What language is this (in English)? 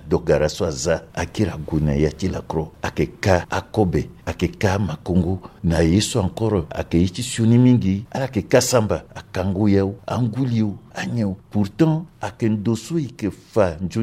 Sango